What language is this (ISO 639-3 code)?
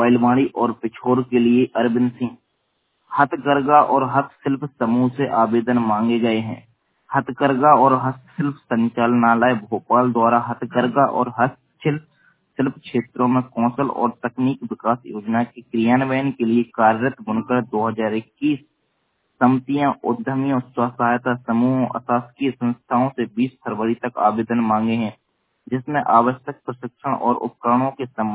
hin